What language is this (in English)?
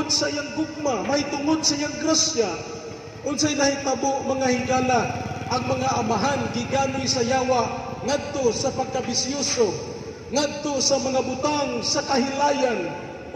Cebuano